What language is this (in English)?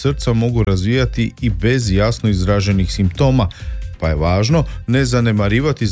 Croatian